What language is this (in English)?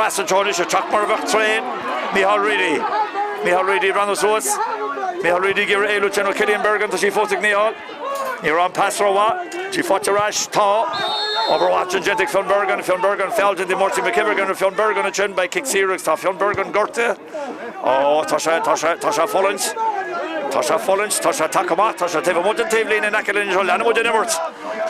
Irish